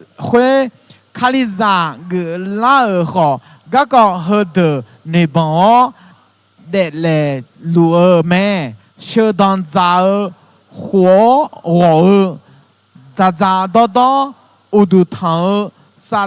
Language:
Akha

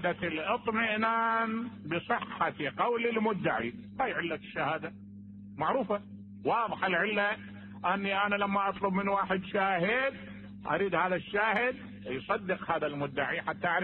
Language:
Mesopotamian Arabic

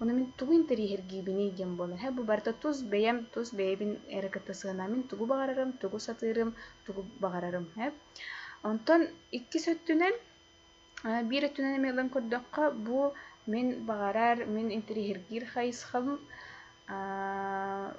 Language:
Yakut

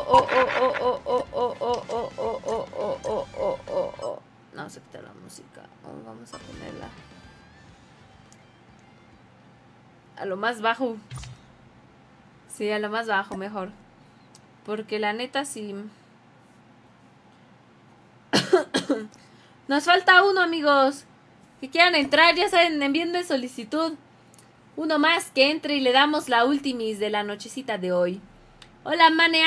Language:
Spanish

